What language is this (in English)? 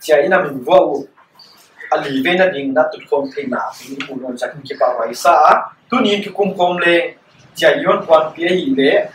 Paite Chin